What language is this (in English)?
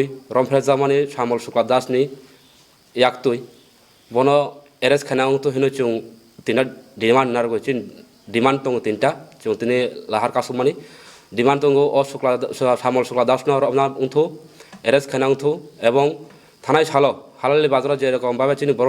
Kok Borok